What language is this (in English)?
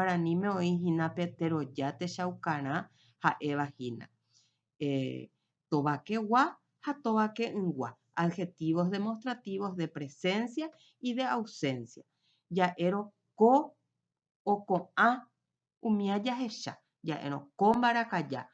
Guarani